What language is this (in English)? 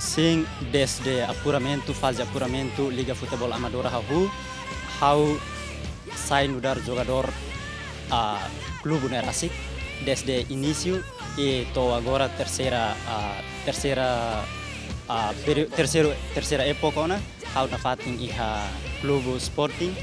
Tetum